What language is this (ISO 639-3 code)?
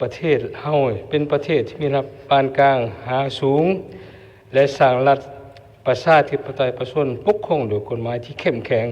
lao